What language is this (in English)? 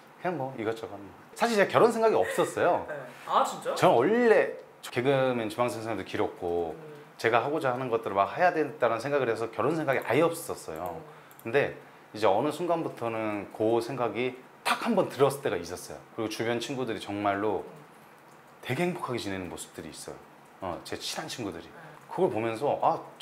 Korean